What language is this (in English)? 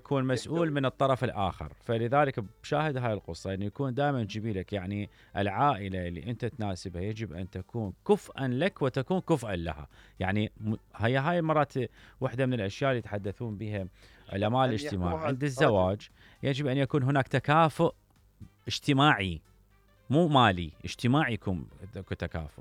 Mesopotamian Arabic